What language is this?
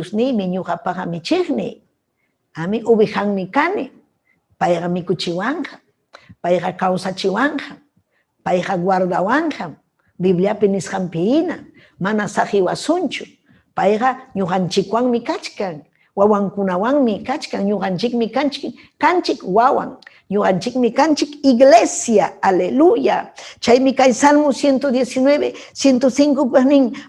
Ayacucho Quechua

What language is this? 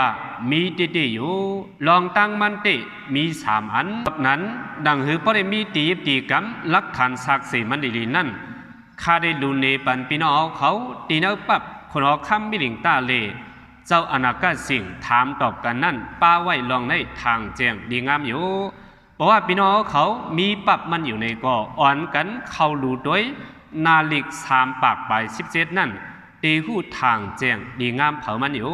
Shan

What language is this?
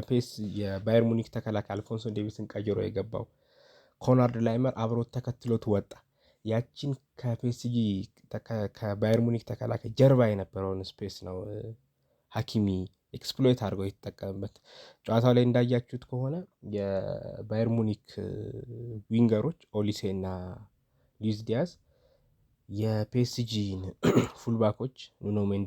Amharic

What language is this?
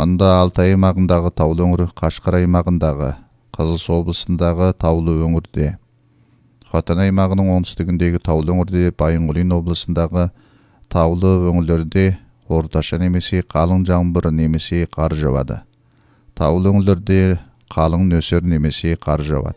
Kyrgyz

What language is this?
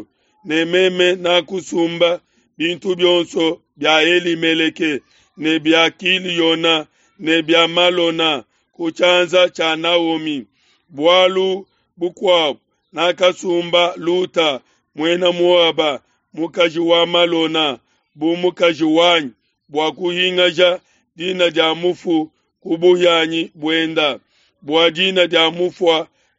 Luba-Lulua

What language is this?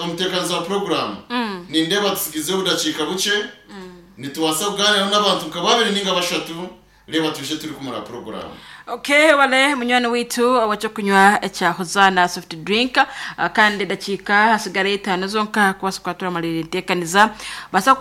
Nyankole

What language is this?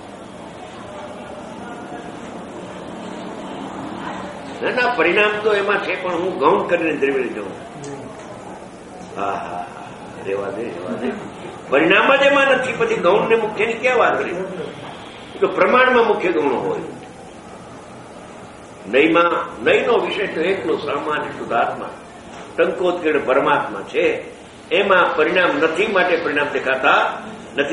Gujarati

